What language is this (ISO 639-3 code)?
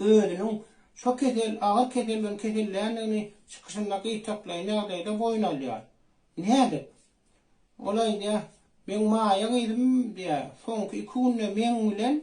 tuk